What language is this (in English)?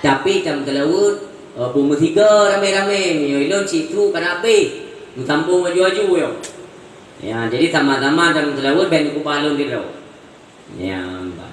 Achinese